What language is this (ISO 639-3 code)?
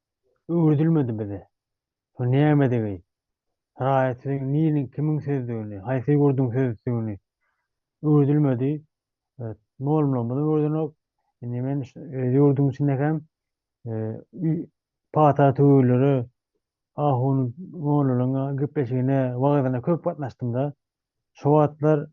tuk